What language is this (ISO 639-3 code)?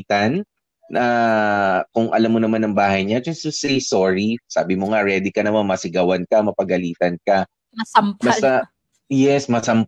fil